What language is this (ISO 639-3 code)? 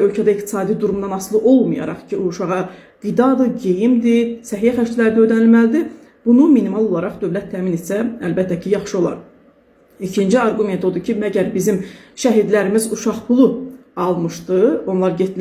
aze